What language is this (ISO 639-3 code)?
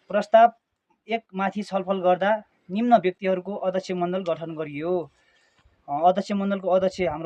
nep